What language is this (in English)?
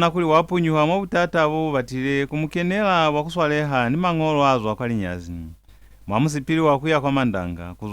Lozi